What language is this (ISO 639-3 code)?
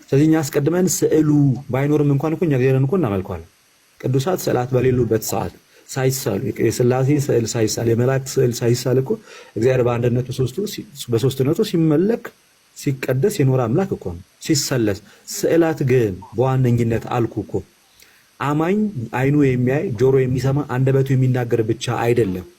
amh